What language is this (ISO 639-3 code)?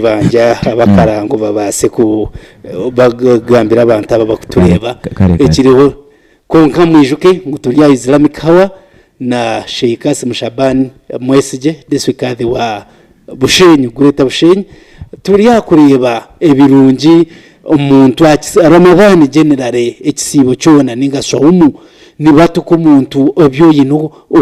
nyn